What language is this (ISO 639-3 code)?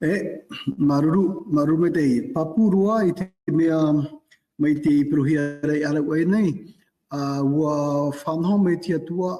tah